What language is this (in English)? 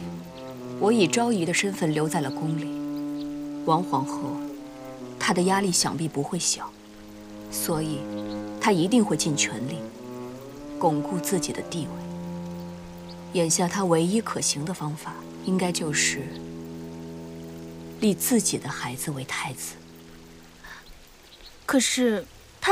Chinese